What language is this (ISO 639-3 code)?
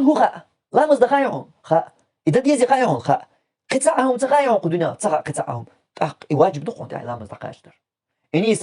che